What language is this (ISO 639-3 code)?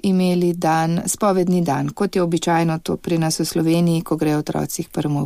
slv